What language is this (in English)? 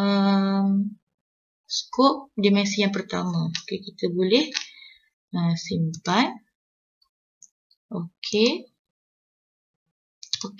Malay